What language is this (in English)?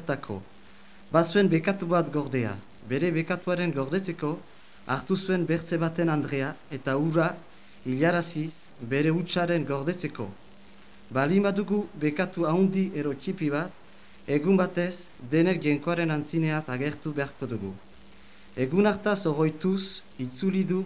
Basque